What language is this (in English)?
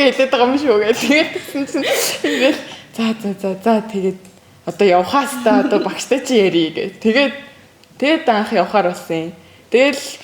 Mongolian